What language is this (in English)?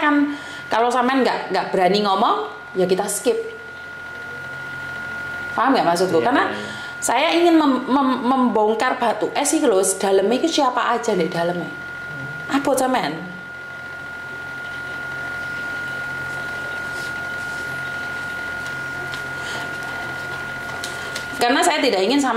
Indonesian